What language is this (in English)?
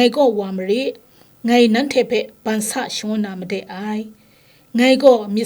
Kachin